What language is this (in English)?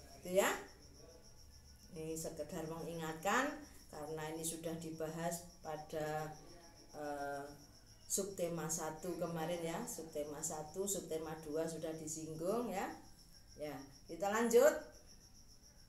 Indonesian